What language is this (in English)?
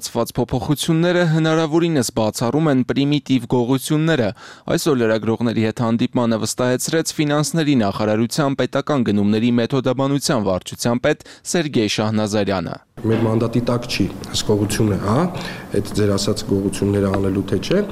Armenian